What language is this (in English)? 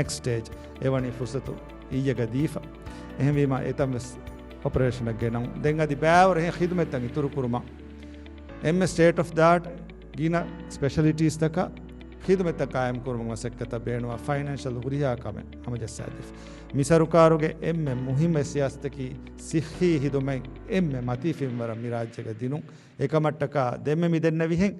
Divehi